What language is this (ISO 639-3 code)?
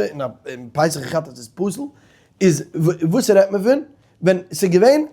yid